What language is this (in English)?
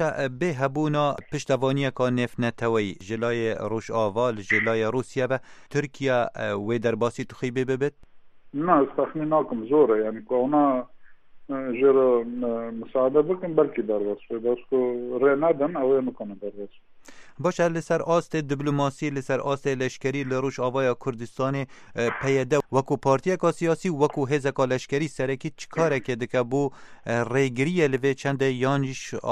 Kurdish